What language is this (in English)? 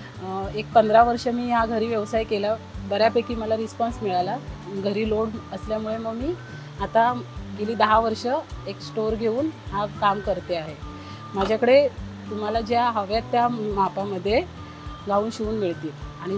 Marathi